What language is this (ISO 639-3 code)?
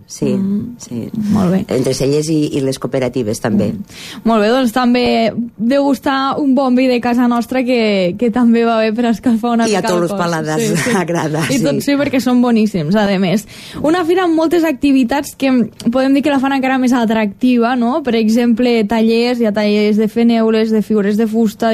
cat